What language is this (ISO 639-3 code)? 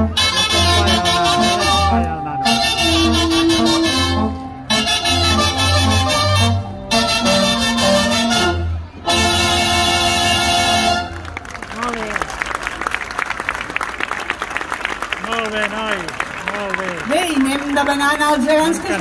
cat